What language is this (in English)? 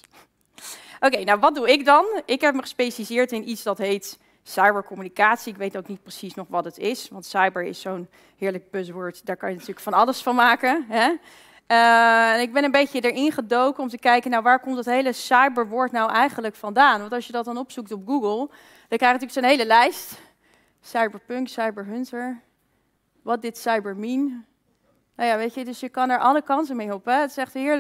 Dutch